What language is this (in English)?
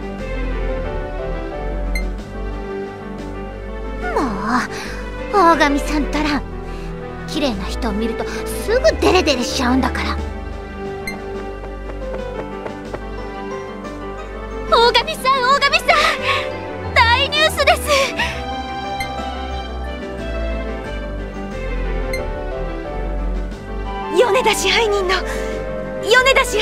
Japanese